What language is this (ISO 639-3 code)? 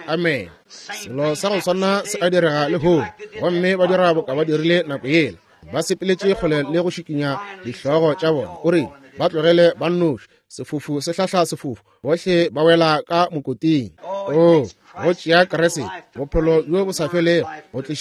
nso